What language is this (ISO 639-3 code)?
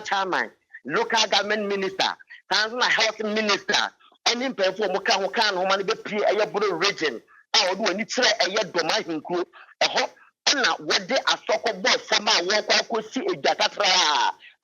aka